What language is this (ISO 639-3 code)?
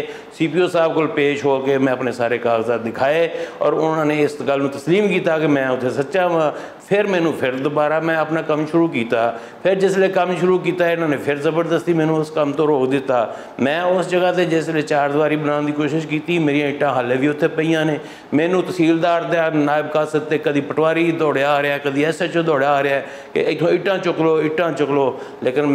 lah